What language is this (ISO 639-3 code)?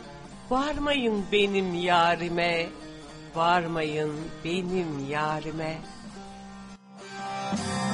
tur